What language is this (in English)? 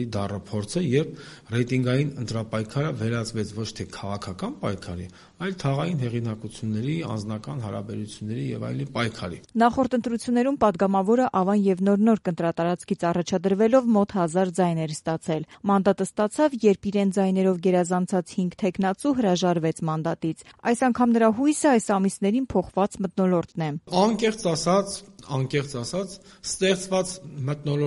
Armenian